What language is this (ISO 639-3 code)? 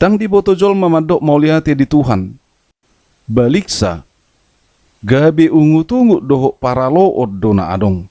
bbc